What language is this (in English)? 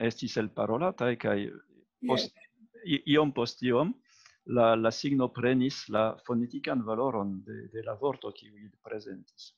Esperanto